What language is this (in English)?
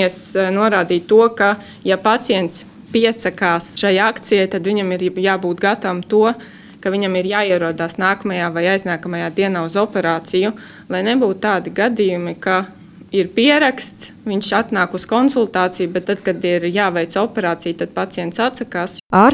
Latvian